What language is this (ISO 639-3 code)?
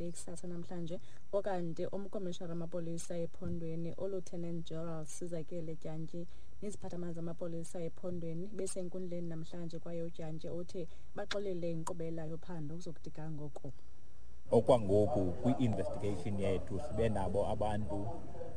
xho